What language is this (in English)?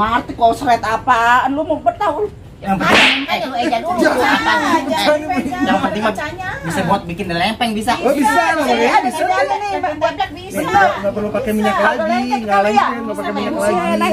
Betawi